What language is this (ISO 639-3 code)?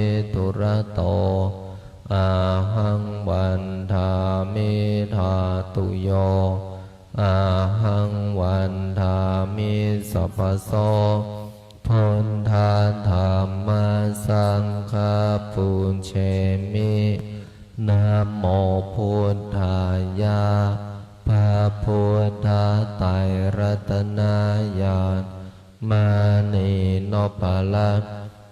pli